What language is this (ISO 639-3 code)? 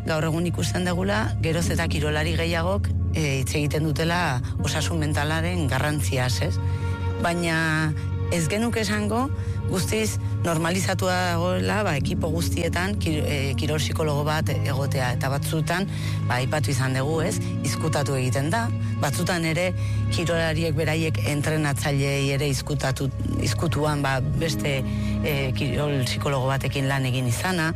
eus